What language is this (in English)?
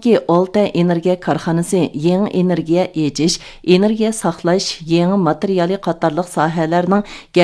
Uyghur